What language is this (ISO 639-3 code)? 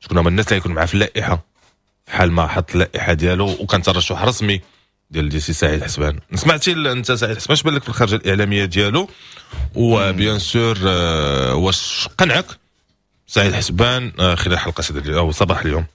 ary